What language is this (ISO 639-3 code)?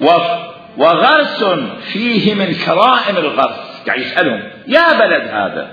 acm